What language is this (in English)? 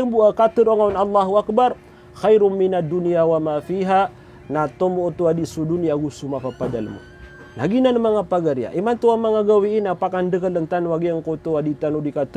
Maranao